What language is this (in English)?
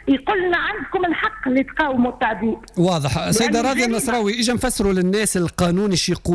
Tunisian Arabic